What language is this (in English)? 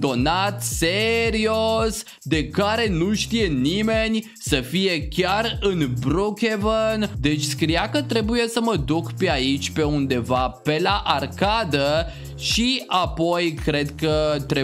Romanian